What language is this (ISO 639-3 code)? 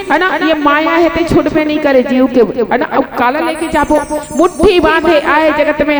hne